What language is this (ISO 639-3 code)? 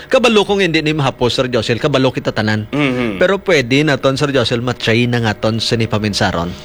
hil